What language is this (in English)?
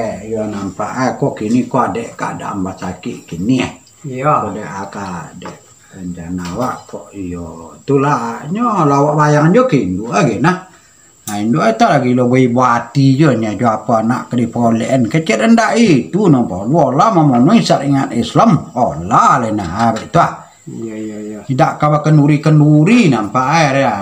Minangkabau